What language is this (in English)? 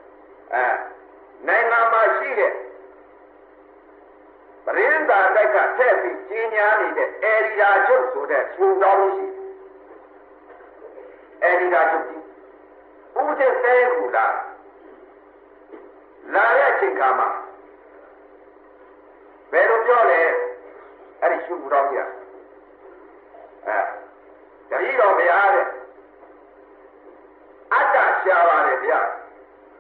Burmese